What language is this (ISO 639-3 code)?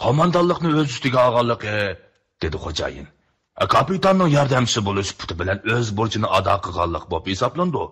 uig